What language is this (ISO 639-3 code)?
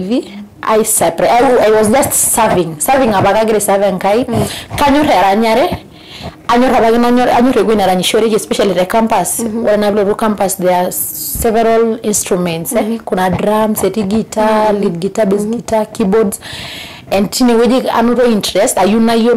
mas